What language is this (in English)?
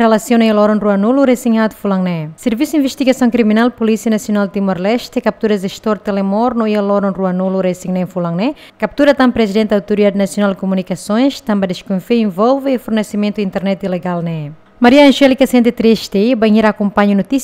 Tetum